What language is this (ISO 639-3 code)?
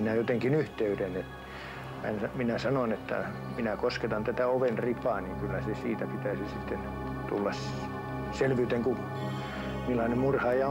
fin